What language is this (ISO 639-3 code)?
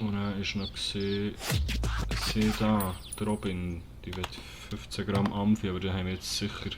gsw